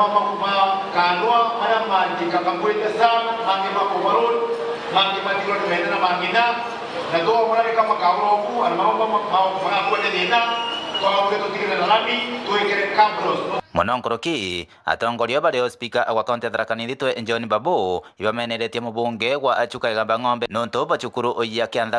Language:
Meru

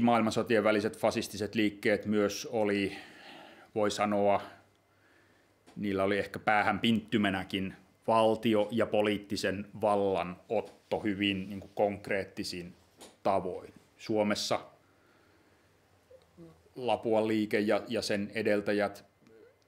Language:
Finnish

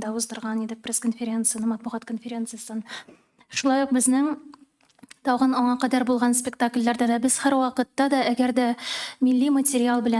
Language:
Tatar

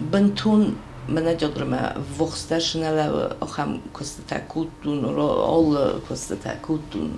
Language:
Ossetic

